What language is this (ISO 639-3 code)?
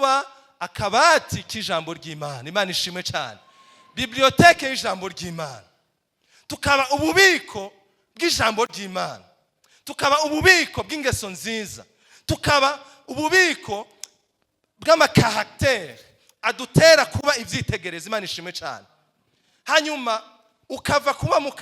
run